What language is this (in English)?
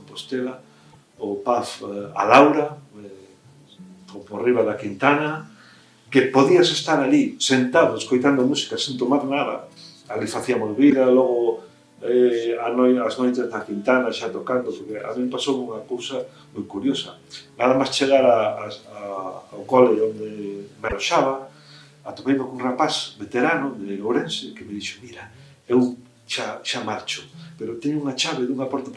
Galician